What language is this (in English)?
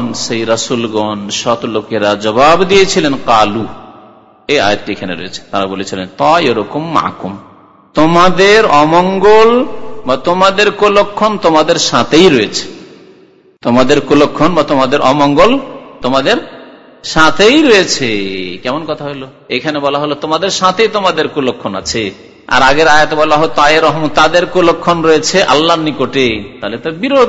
Bangla